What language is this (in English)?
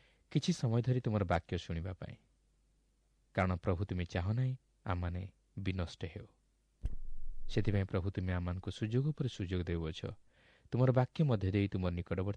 Odia